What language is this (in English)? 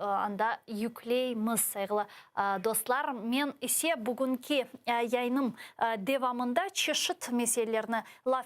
Crimean Tatar